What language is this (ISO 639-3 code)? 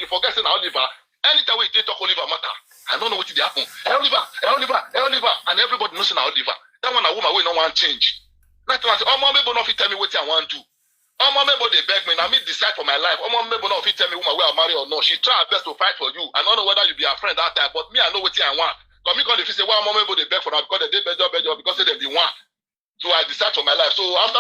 pcm